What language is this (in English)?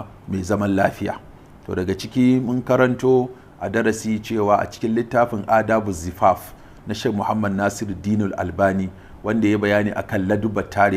Hausa